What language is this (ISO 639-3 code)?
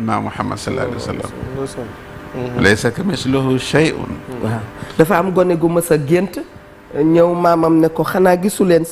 wol